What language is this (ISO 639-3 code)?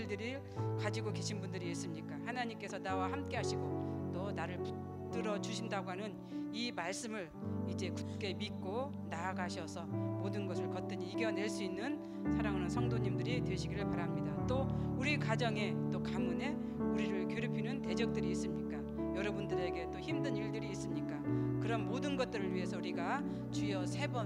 kor